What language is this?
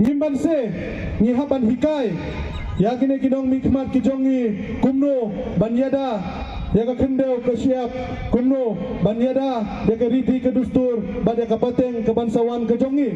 Khasi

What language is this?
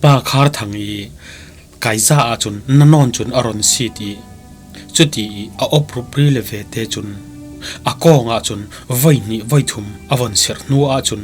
Falam Chin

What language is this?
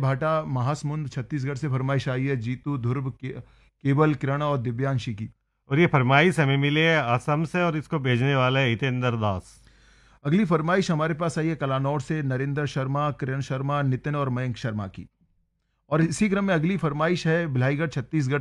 Hindi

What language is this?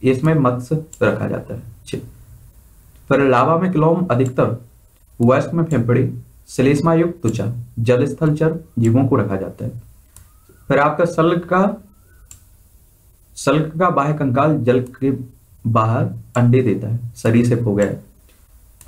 Hindi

